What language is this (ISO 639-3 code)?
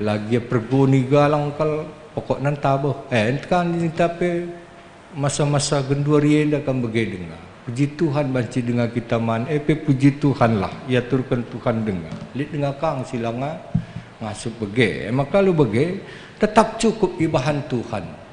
btx